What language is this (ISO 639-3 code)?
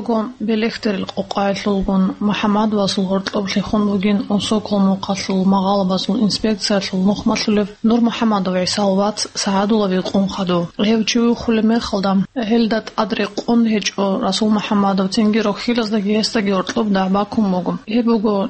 ava